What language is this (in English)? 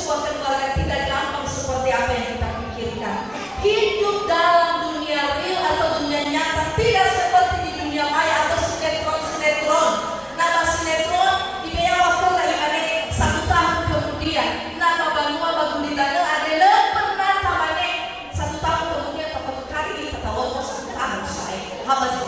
Nias